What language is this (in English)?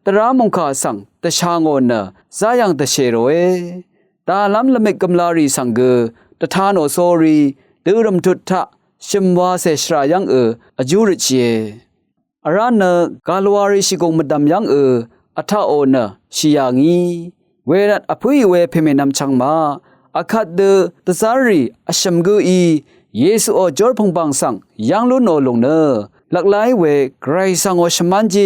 Rawang